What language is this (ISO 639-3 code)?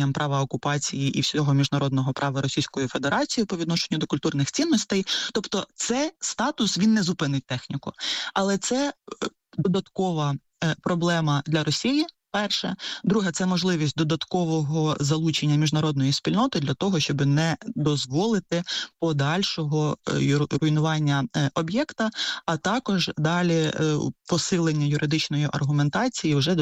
ukr